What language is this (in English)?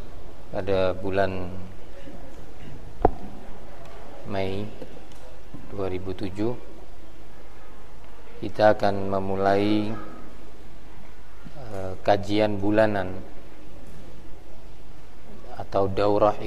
Indonesian